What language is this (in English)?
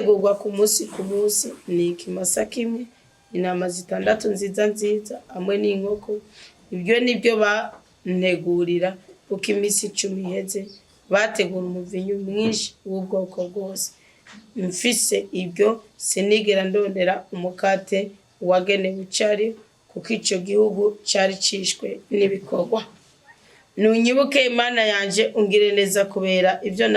Rundi